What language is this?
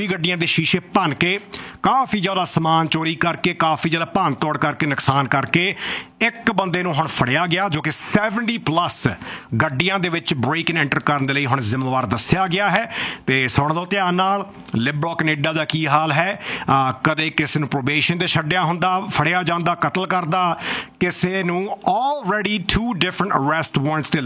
Punjabi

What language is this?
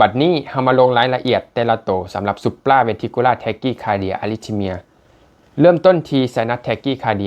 Lao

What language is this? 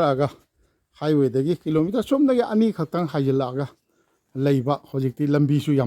Manipuri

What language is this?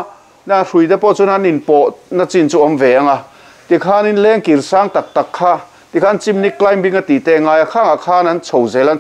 Mizo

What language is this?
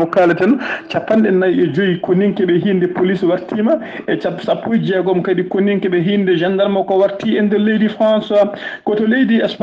Fula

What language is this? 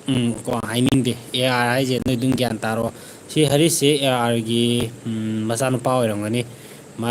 Manipuri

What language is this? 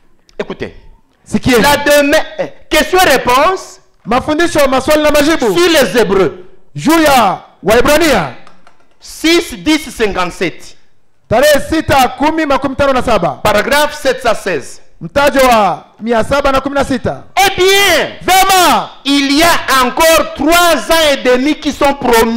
Swahili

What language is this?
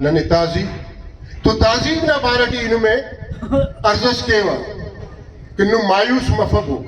Brahui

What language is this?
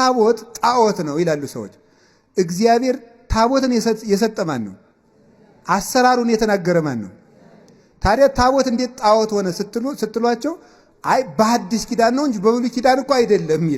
Amharic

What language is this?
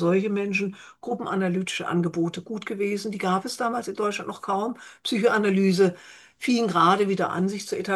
German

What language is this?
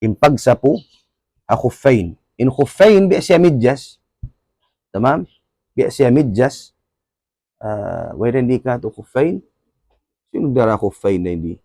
Tausug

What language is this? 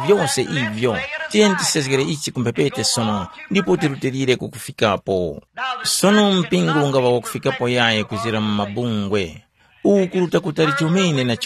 Tumbuka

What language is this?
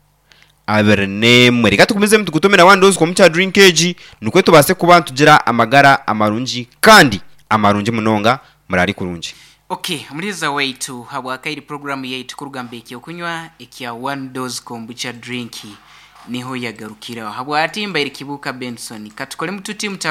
Nyankole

